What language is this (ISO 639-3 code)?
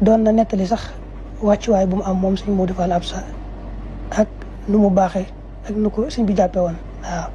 wol